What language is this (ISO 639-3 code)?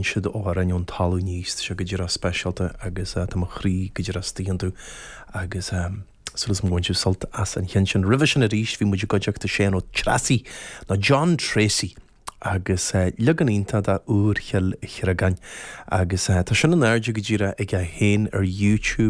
gle